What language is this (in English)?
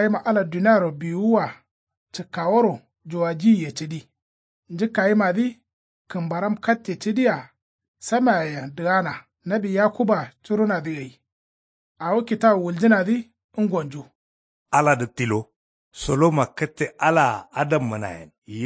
Kanuri